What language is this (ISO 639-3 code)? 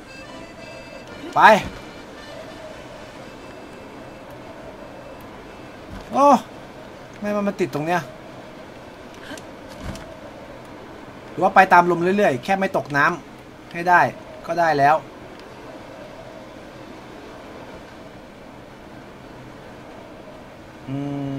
tha